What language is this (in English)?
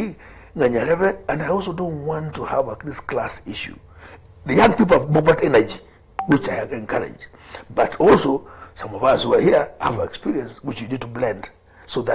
Gusii